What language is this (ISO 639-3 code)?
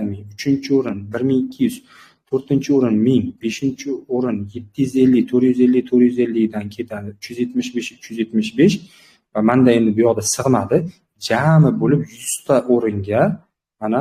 uzb